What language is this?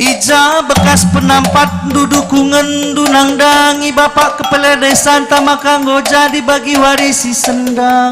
Batak Karo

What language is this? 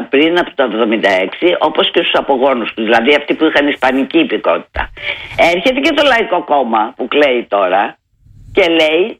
Greek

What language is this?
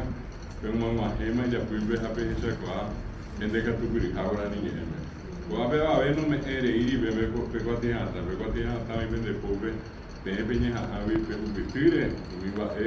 Guarani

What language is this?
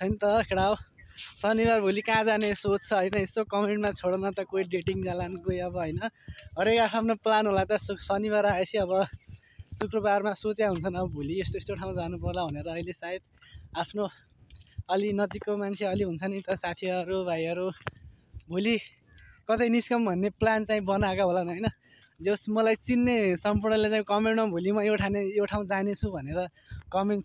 Nepali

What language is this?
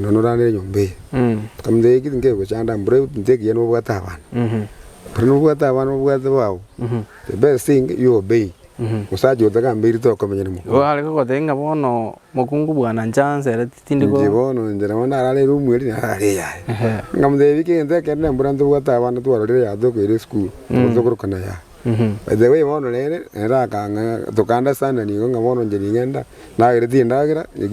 Gusii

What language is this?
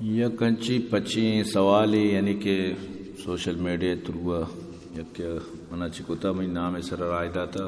Eastern Balochi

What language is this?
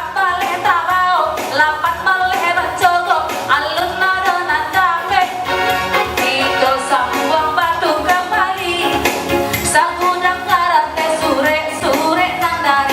Minangkabau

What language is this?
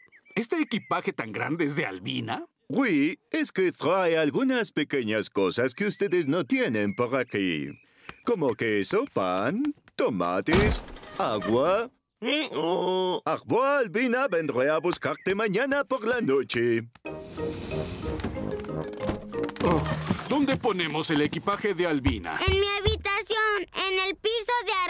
Spanish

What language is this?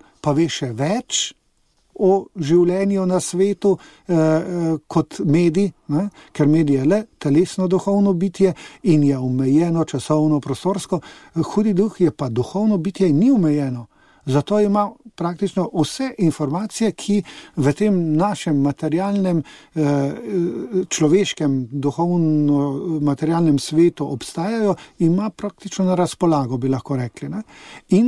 Slovenian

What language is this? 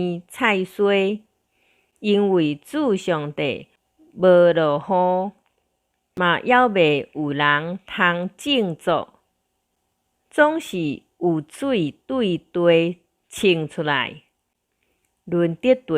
Min Nan Chinese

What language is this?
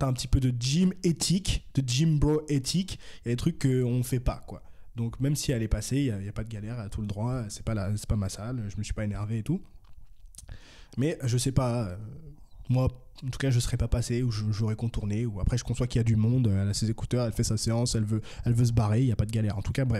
French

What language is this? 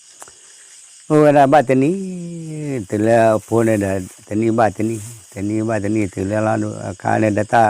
S'gaw Karen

